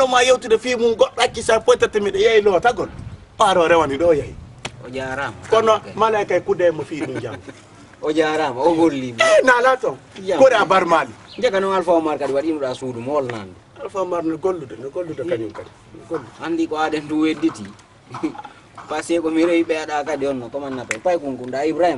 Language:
Fula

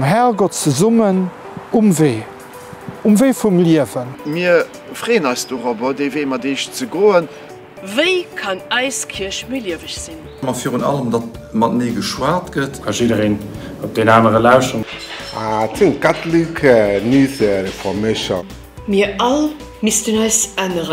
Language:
Luxembourgish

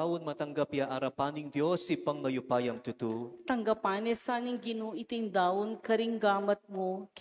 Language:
Pampanga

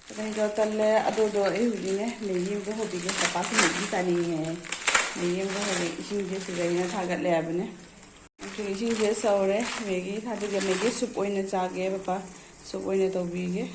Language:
Manipuri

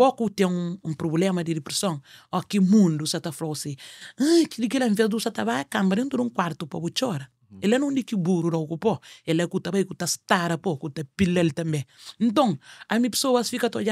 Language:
Kabuverdianu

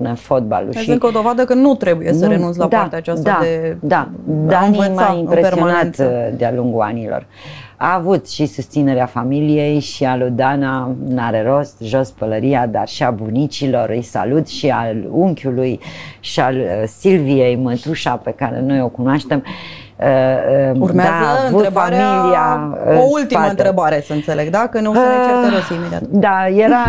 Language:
Romanian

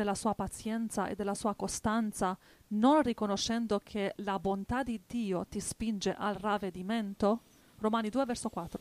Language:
Italian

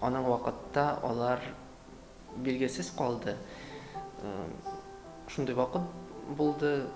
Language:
Tatar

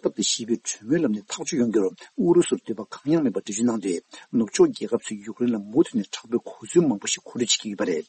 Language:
Tibetan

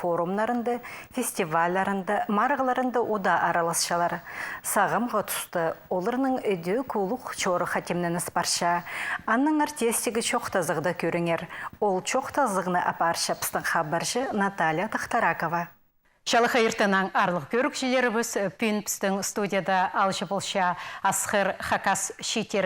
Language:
Khakas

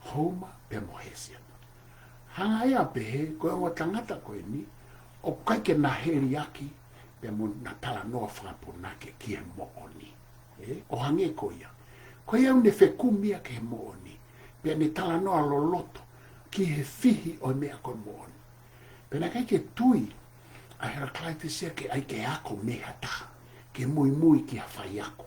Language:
Tongan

